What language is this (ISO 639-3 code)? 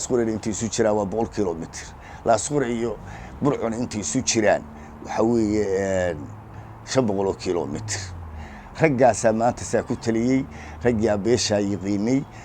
som